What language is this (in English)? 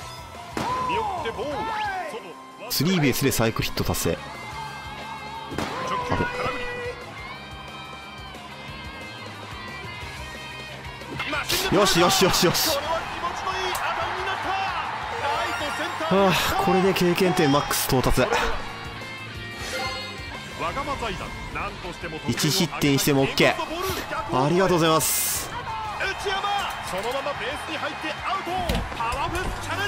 Japanese